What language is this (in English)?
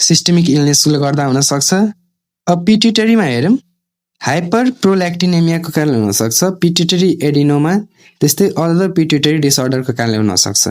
Nepali